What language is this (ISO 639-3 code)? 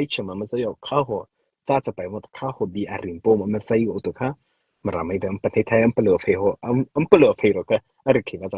mrh